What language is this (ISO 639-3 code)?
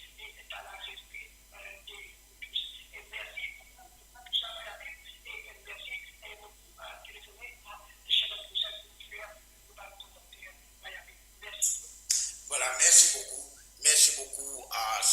mfe